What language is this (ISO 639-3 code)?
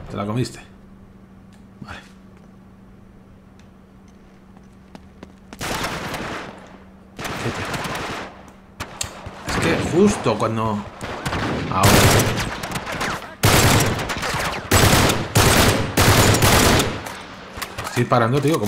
spa